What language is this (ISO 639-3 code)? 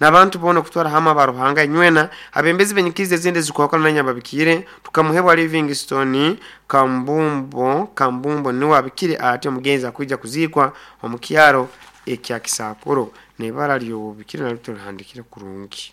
nyo